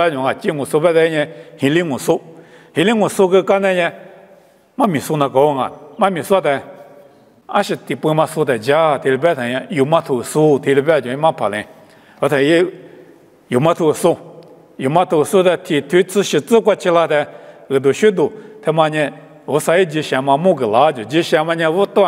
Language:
Lisu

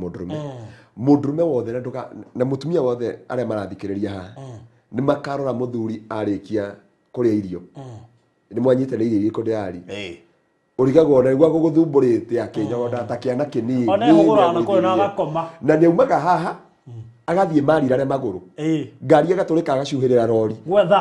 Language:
Kikuyu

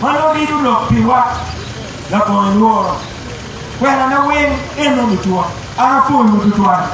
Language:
Acoli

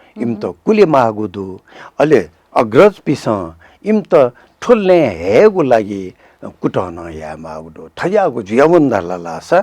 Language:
Newari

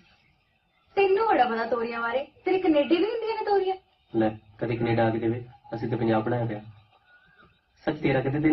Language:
Punjabi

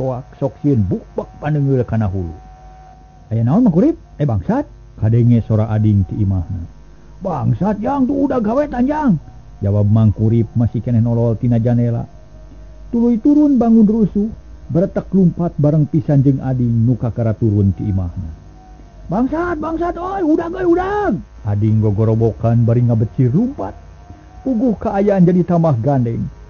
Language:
Sundanese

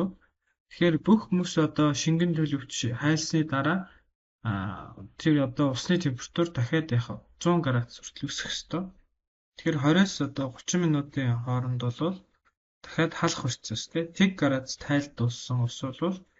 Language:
Mongolian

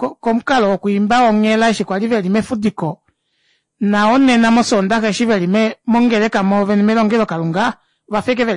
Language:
Kuanyama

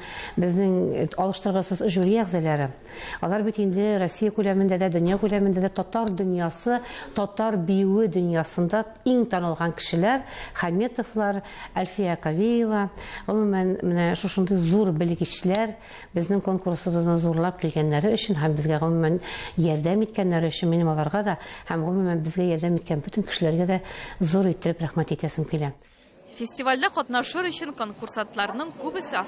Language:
Tatar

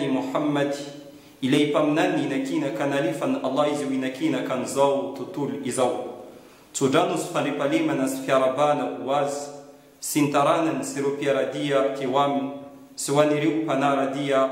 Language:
Malagasy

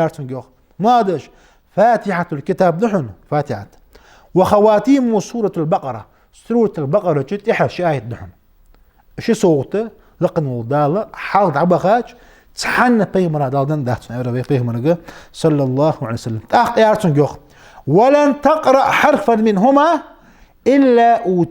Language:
Ingush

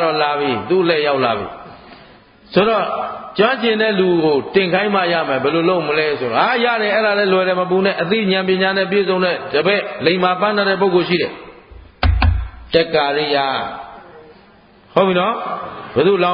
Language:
Burmese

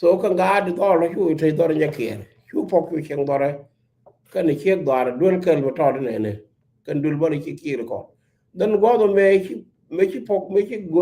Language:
Nuer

